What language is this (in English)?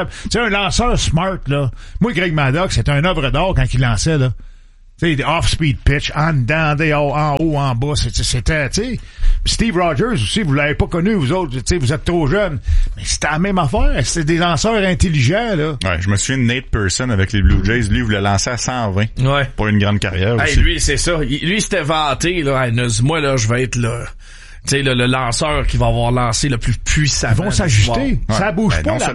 French